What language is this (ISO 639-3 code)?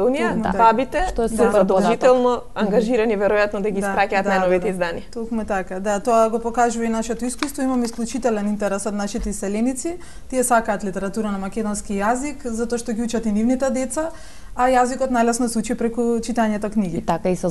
mkd